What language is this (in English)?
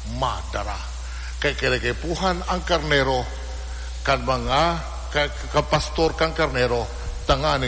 Bikol